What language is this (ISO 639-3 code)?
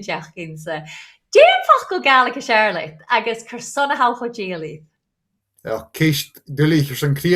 gla